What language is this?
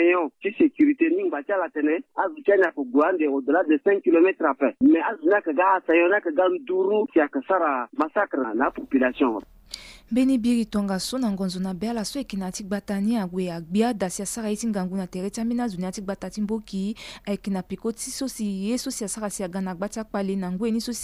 Sango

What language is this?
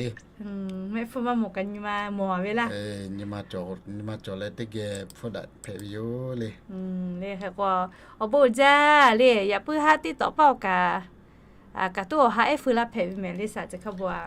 Lahu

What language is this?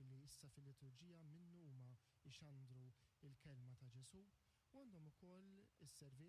Maltese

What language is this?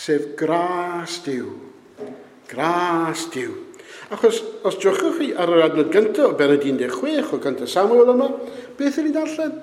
Welsh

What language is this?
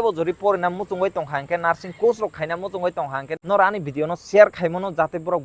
Kok Borok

